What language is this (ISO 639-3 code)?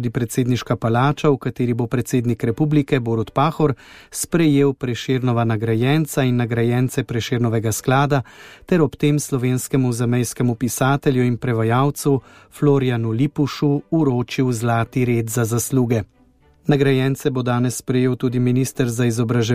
slv